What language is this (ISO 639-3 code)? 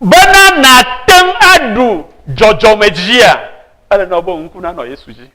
ewe